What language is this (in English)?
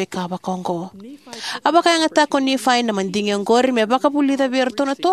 Fijian